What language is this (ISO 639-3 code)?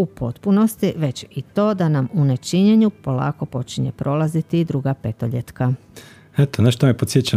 hrv